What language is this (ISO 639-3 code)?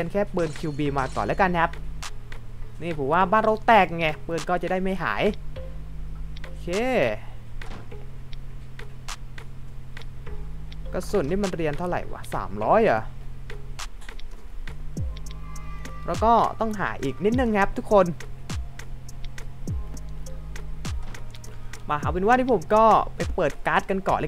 tha